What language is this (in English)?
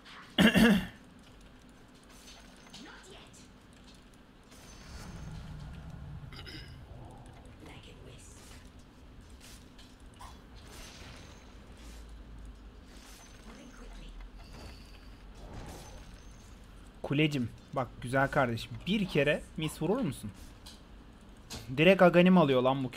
Turkish